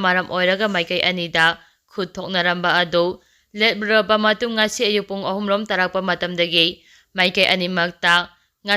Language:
Manipuri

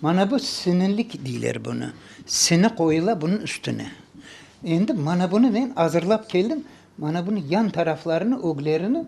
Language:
Crimean Tatar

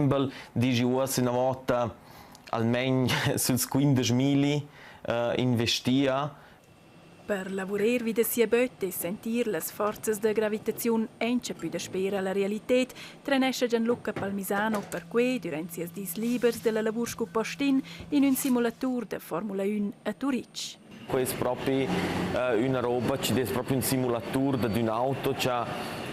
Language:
Romansh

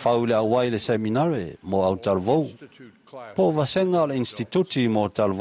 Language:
Samoan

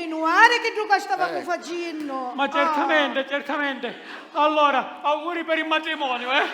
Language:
Sicilian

